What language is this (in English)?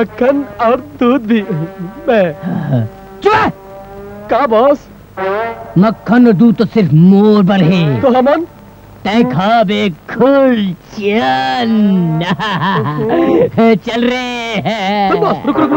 Chhattisgarhi